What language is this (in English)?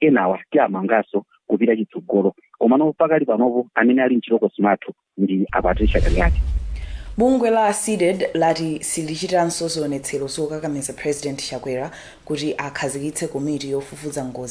Nyanja